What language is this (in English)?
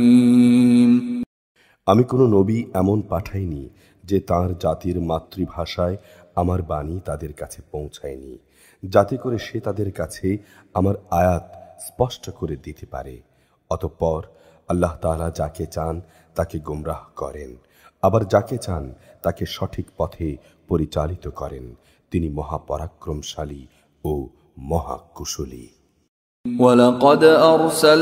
Bangla